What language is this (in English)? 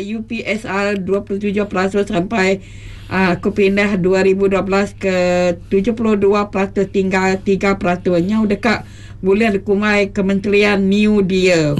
Iban